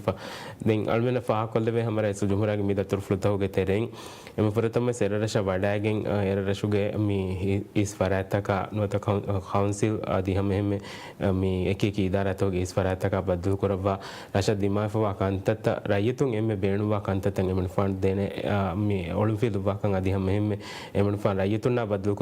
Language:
Divehi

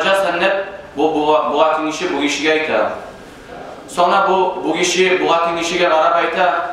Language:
Kumyk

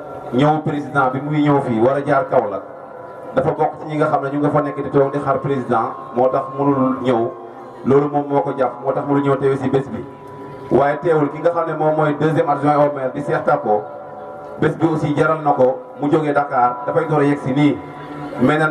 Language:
Wolof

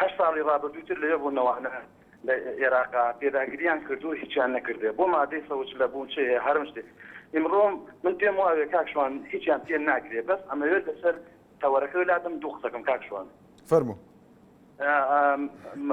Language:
Central Kurdish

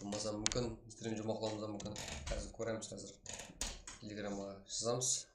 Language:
Kara-Kalpak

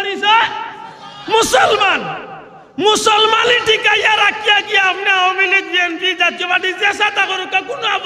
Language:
Sylheti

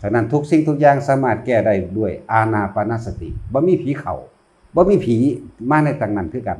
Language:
Northeastern Thai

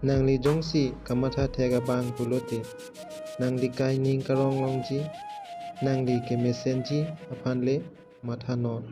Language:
Karbi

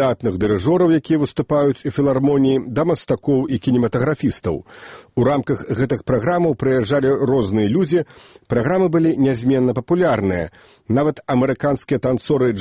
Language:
Belarusian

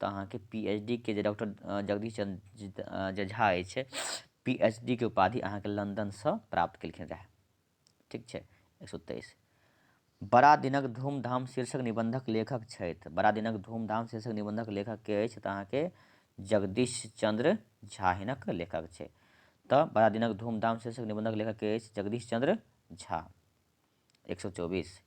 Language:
Maithili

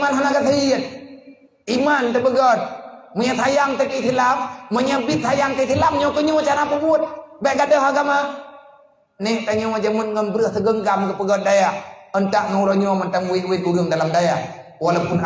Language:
Achinese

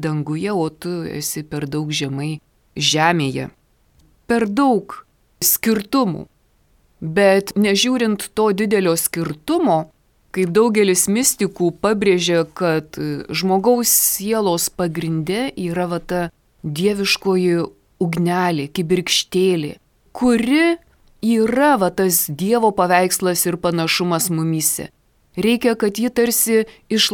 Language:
Lithuanian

